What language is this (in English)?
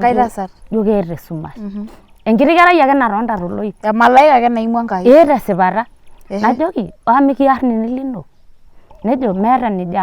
Masai